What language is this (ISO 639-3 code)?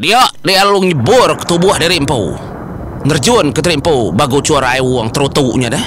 iba